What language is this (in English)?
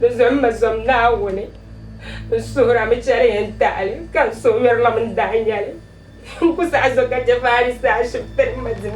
Dagbani